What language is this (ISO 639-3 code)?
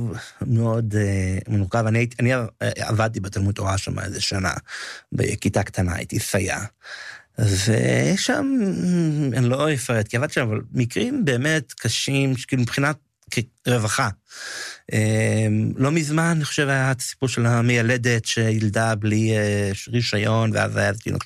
heb